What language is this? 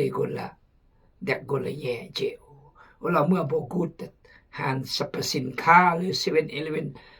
Khmu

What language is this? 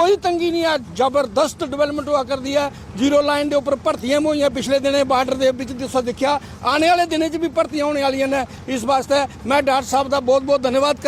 Dogri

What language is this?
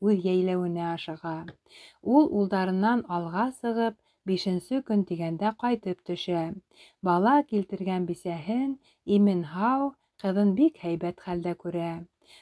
Bashkir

